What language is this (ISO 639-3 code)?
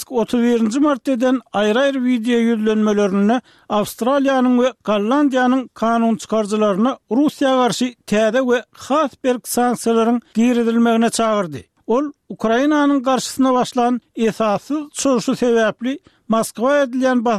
tuk